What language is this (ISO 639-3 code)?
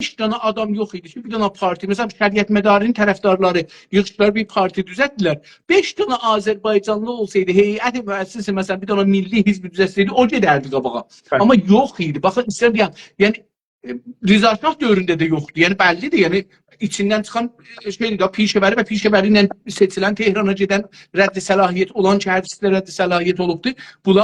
azb